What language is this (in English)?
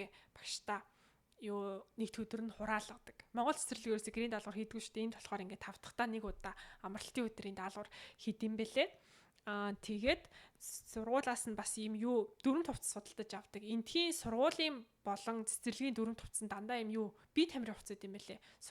Mongolian